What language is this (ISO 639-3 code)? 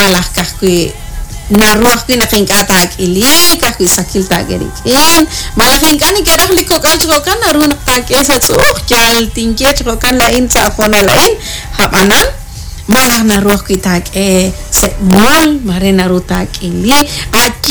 kek